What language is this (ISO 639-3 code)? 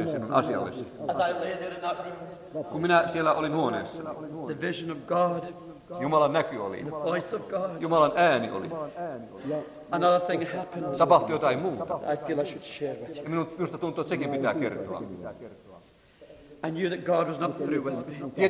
fin